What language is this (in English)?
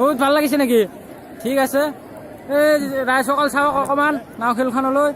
Assamese